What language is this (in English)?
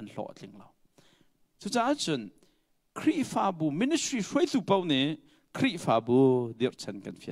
Hakha Chin